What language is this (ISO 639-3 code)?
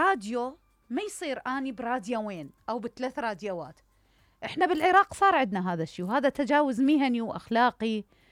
acm